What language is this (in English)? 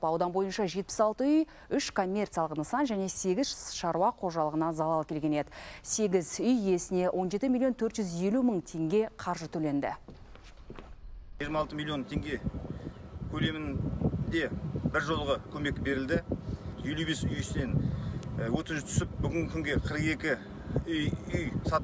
Kazakh